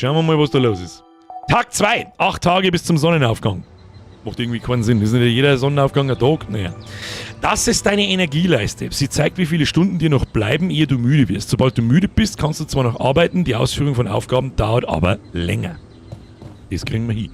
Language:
Bavarian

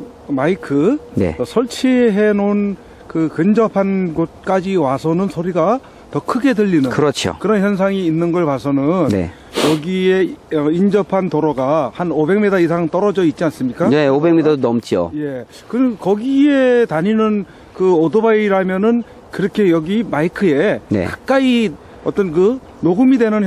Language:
Korean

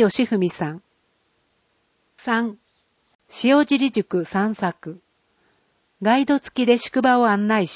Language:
Japanese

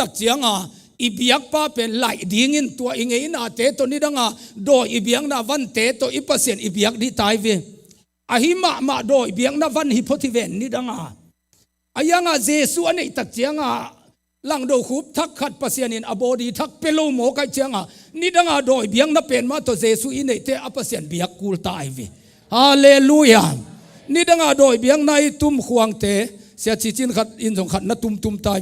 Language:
Tedim Chin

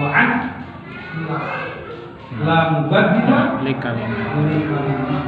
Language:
Sundanese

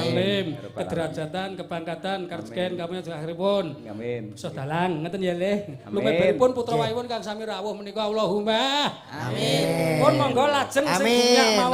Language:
Javanese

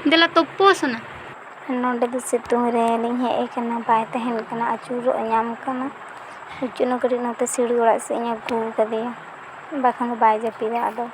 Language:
Santali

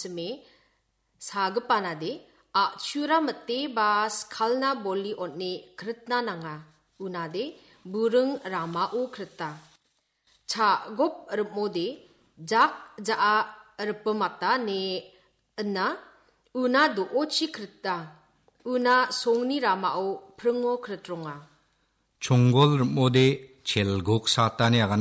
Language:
Garo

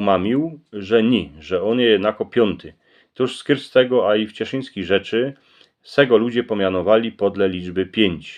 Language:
Silesian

